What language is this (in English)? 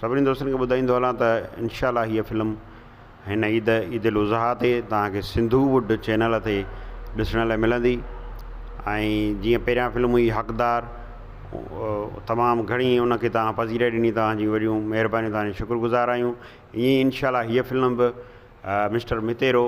Sindhi